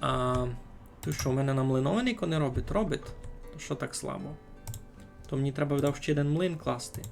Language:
Rusyn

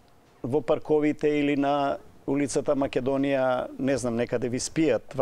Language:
Macedonian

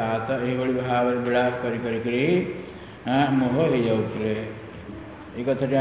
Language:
Odia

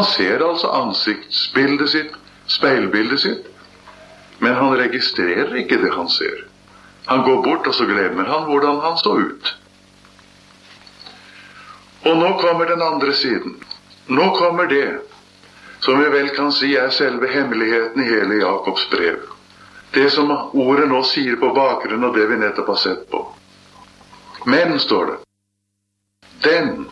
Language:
Norwegian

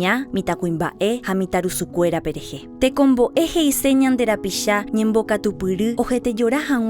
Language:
Guarani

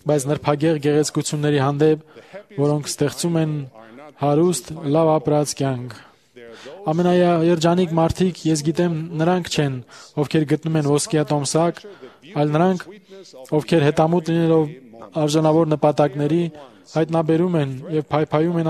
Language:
Armenian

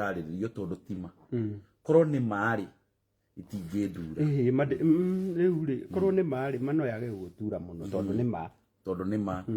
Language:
Kikuyu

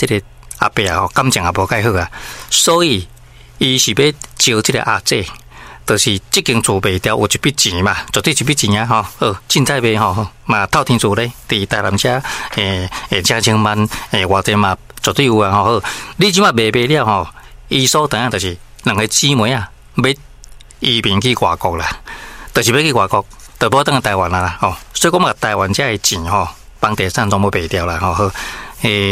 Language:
Min Nan Chinese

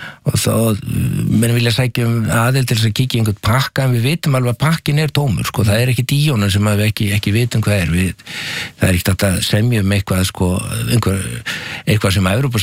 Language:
Icelandic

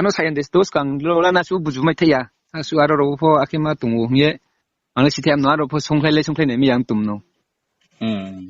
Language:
Riang (India)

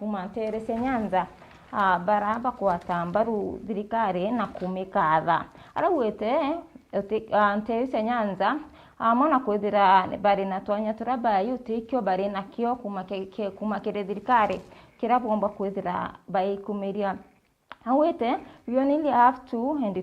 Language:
Meru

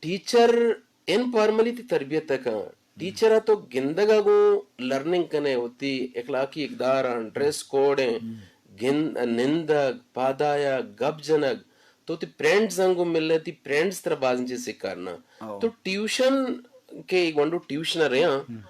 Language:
Eastern Balochi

